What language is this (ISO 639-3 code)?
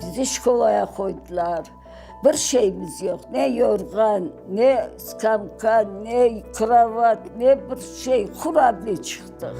crh